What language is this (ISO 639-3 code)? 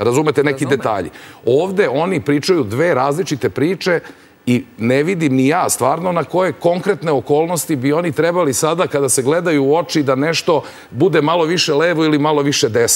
srp